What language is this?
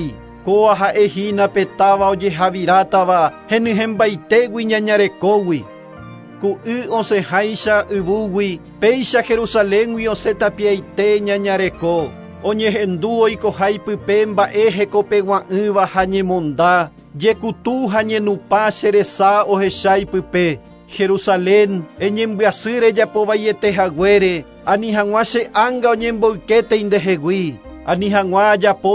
Guarani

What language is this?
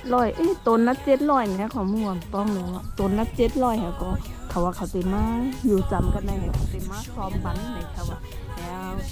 Shan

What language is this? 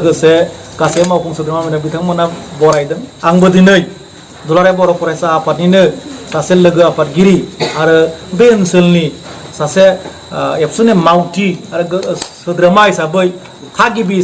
Bodo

